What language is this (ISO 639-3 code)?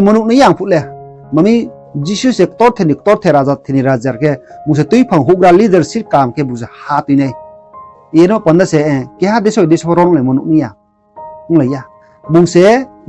ria